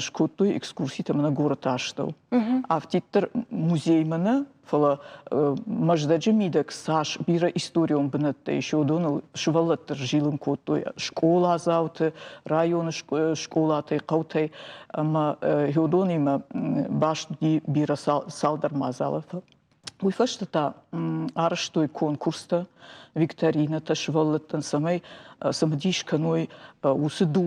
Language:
Ossetic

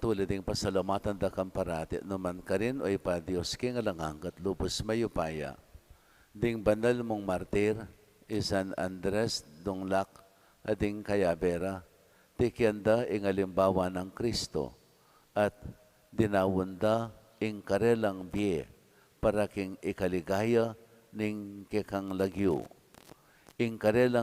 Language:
Pampanga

